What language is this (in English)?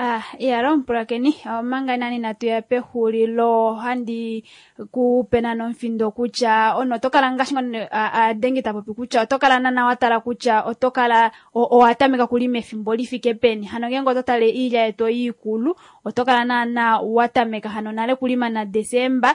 Kuanyama